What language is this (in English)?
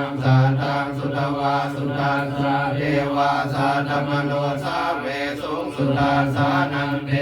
Pali